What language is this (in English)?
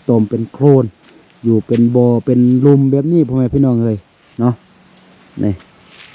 Lao